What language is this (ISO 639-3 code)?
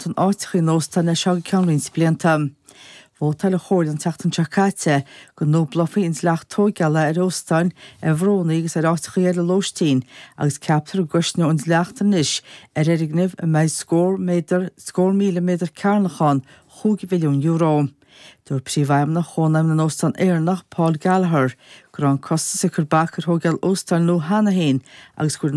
gle